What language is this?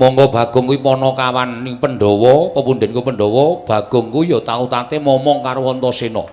Javanese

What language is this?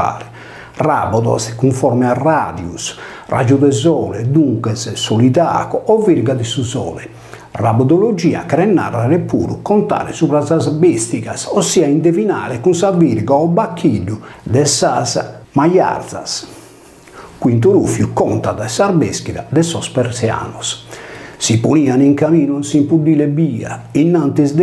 Sardinian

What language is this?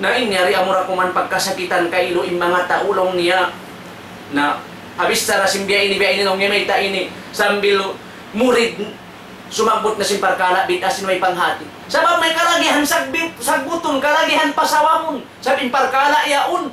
Tausug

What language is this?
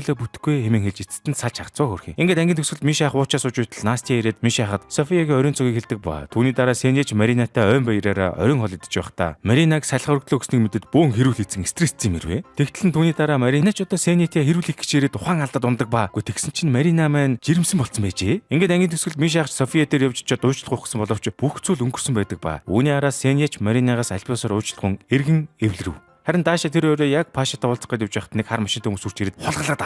Mongolian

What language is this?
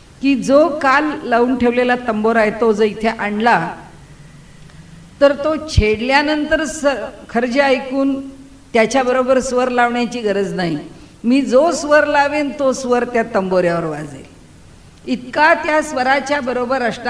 Marathi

